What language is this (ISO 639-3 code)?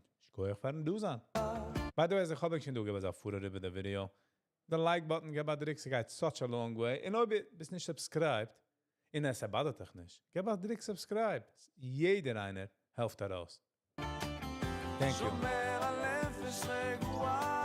yid